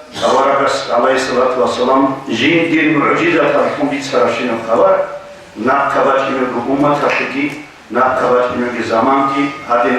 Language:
Avaric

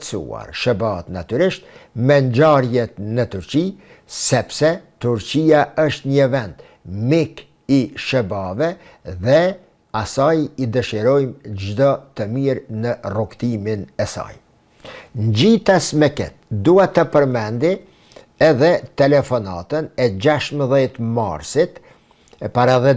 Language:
Albanian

